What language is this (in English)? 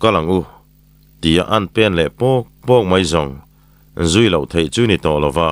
Mizo